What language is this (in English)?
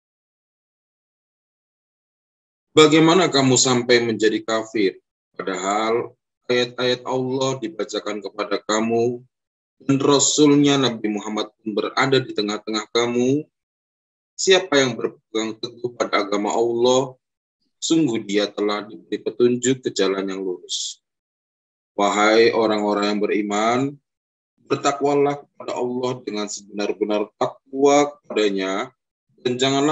Indonesian